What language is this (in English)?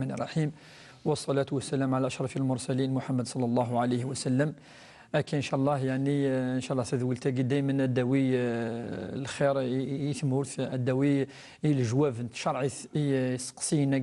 Kabyle